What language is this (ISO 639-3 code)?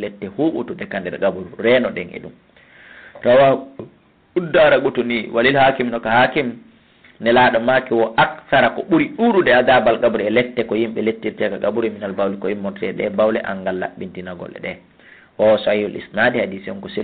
ful